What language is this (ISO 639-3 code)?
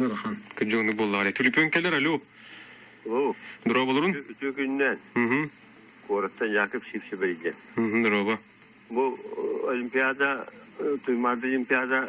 sah